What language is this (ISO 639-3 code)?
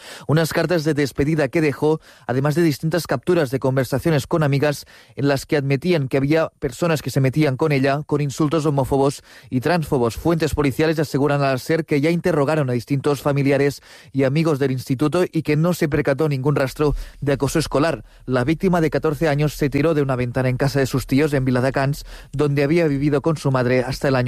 spa